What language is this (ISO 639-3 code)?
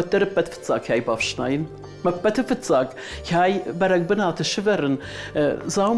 oss